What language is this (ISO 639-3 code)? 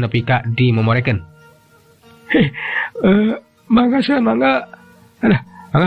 sun